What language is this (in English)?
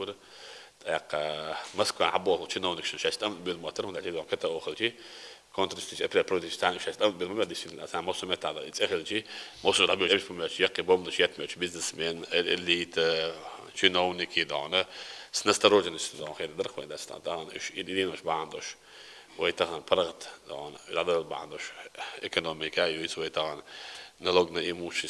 Chechen